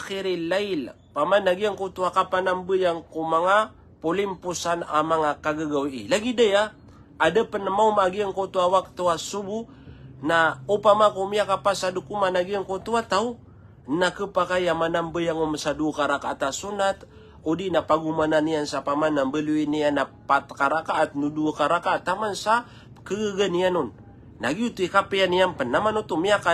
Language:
Maranao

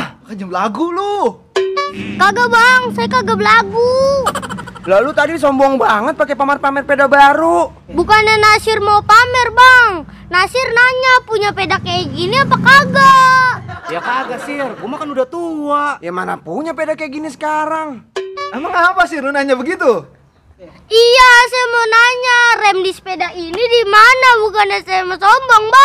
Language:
Betawi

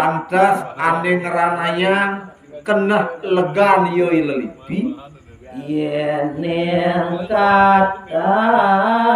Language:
Balinese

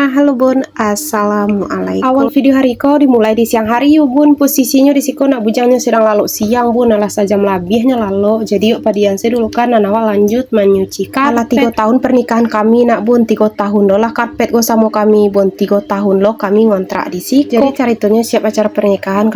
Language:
Minangkabau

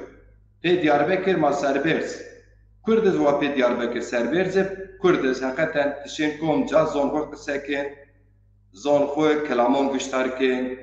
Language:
Zaza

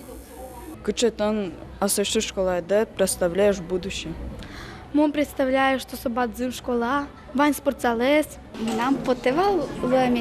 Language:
Udmurt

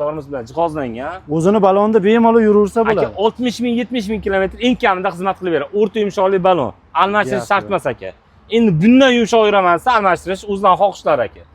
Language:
Uzbek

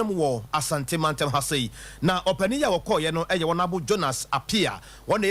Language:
Akan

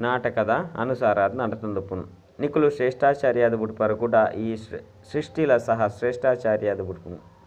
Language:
Tulu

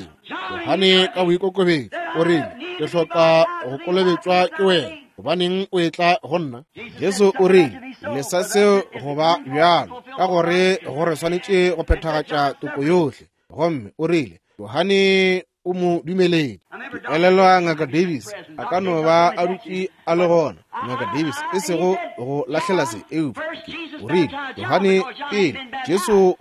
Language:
Northern Sotho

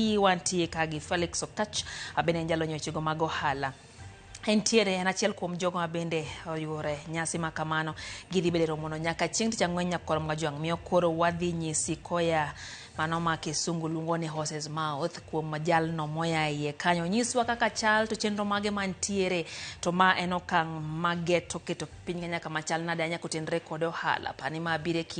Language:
Luo (Kenya and Tanzania)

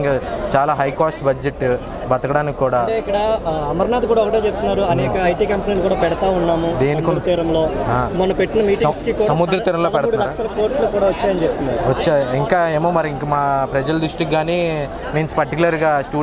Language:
Telugu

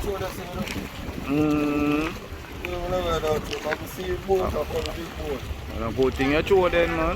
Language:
Jamaican Creole English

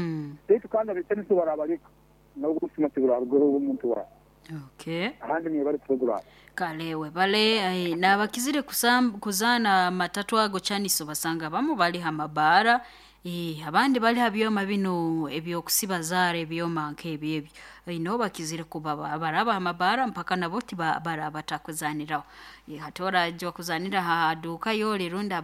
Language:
Nyoro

